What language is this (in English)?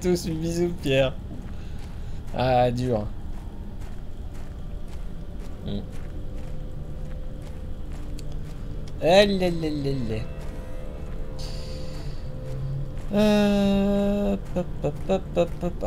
French